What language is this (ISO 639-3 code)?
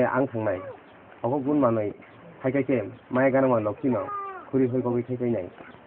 trp